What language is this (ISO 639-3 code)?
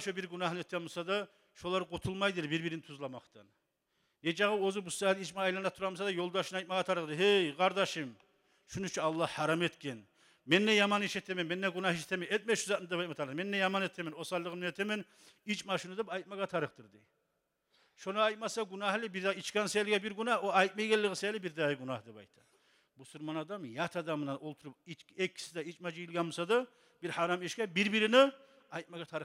kum